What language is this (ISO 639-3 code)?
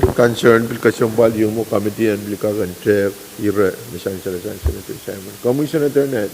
pon